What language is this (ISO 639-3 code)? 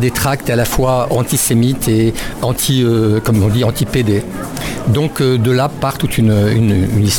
fra